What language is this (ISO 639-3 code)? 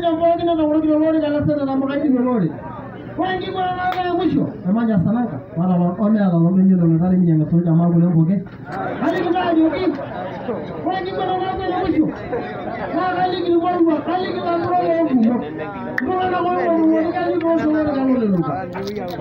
mas